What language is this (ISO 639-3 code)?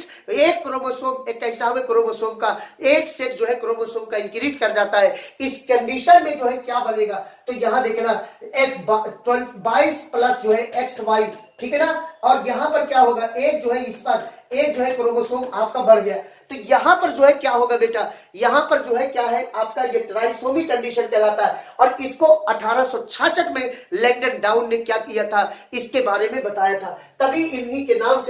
hin